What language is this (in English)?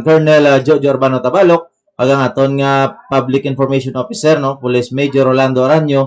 Hiligaynon